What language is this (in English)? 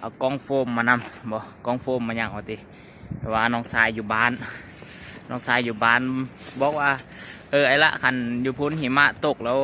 Lao